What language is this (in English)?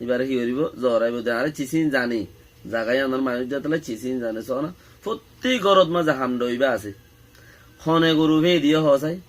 Rohingya